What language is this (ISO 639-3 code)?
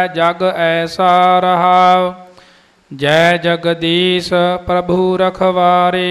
pan